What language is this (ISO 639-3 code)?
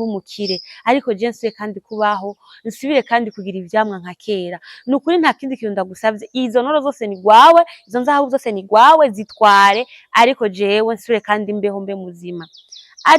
run